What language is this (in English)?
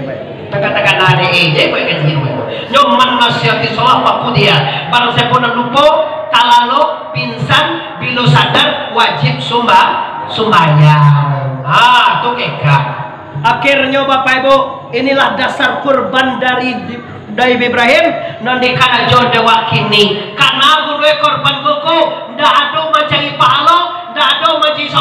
Minangkabau